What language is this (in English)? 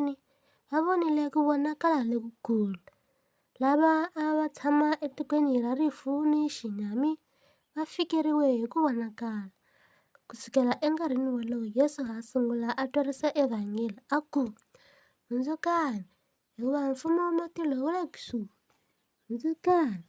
Tsonga